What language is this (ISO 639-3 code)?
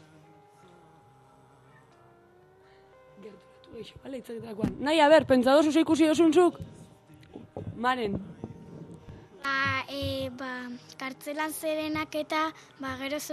eus